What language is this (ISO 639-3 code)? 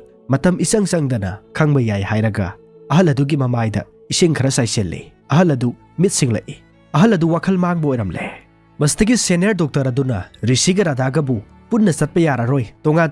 mni